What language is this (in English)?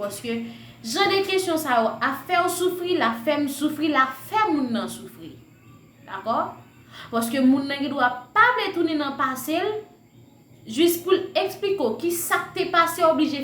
Haitian Creole